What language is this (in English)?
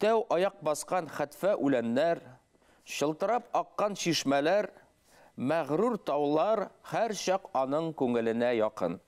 Bashkir